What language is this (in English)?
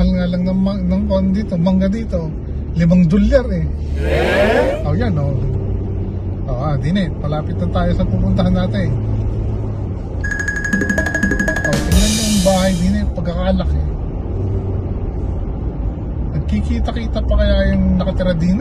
Filipino